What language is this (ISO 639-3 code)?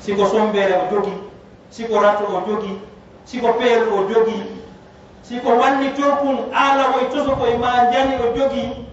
ful